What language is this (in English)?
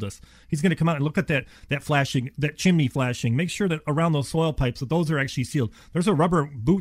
English